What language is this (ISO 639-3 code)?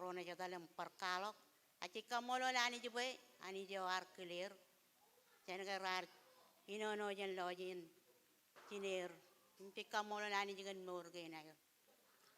mah